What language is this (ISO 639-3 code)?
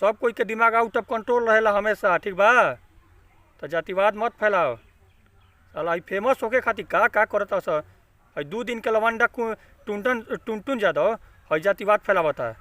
bho